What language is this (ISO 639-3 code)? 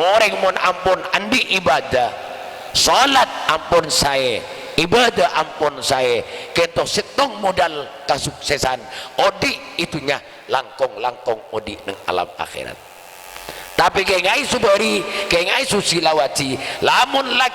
mad